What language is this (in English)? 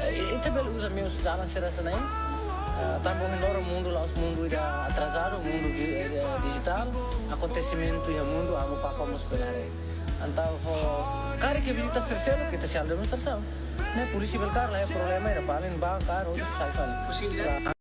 Tetum